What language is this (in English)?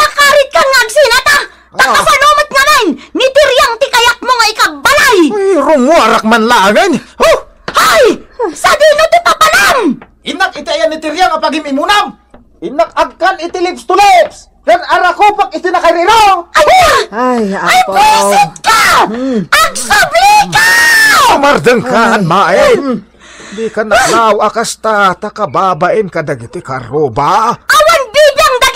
Iloko